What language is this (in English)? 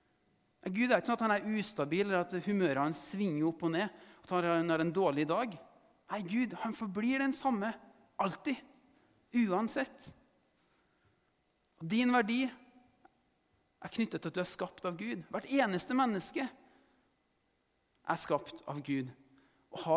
Norwegian